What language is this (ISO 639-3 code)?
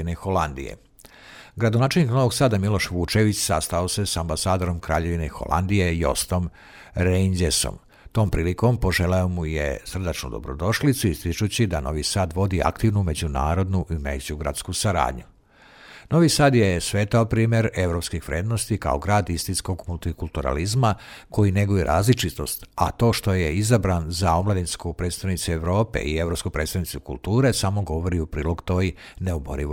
srp